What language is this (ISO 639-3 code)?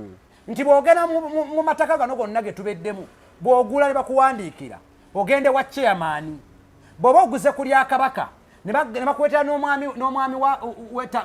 lug